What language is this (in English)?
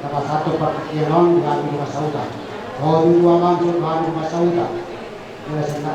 Batak Toba